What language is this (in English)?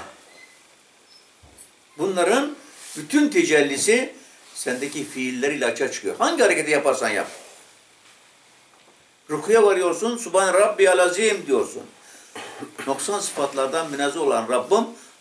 Turkish